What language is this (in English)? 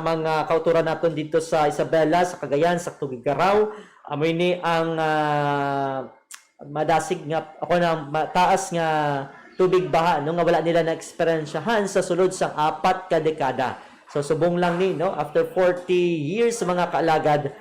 Hiligaynon